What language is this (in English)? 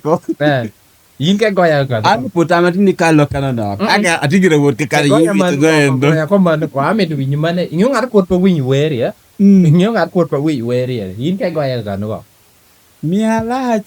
Lango (Uganda)